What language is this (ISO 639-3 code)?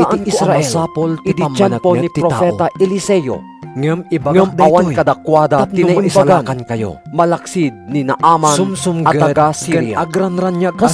ilo